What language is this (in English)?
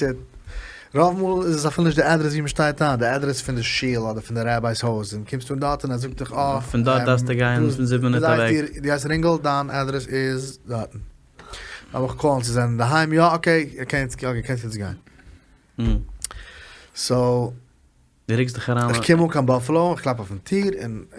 Yiddish